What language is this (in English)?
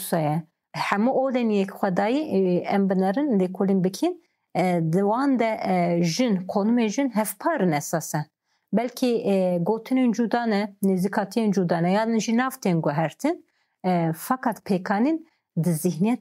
Kurdish